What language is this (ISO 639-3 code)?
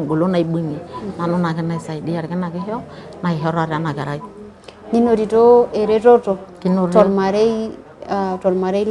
mas